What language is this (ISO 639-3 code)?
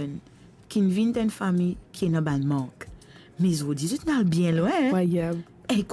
mfe